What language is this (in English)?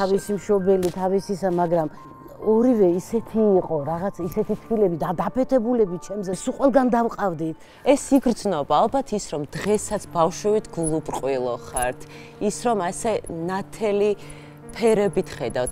Georgian